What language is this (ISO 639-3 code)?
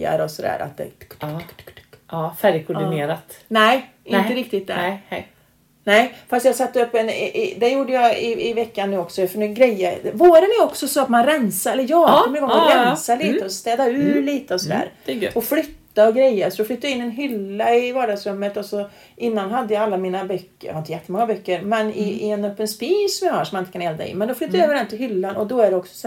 swe